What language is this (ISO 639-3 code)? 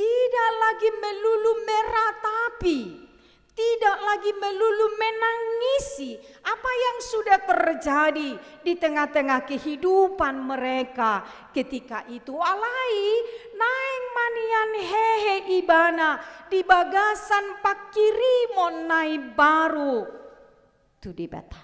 bbc